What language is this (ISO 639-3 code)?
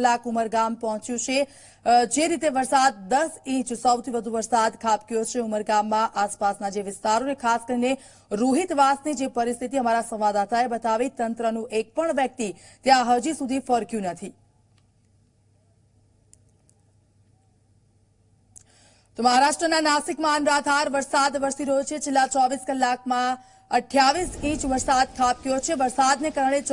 guj